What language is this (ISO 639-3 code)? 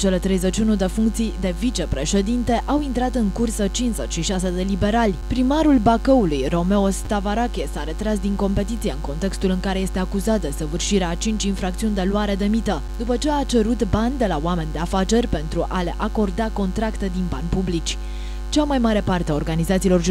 ron